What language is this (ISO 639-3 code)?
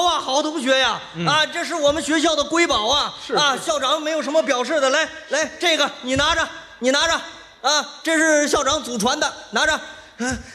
zho